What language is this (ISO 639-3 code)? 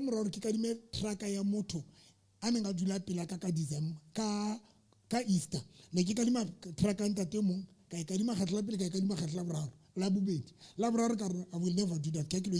sot